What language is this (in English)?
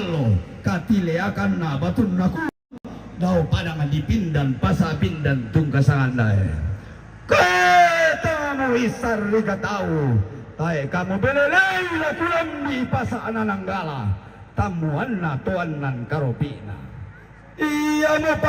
Toraja-Sa'dan